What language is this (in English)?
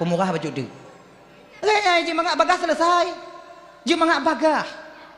Achinese